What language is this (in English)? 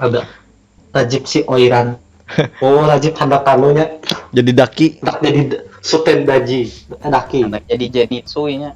Banjar